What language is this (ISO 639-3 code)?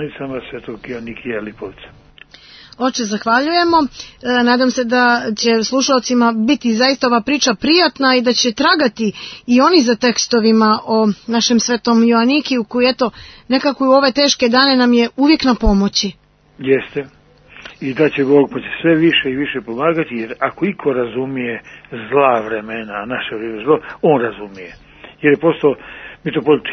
srp